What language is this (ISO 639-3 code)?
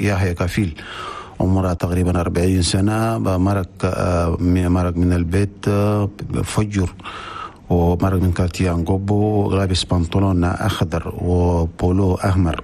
shu